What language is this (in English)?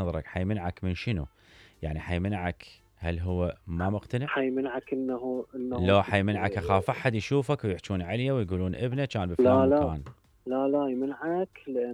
Mesopotamian Arabic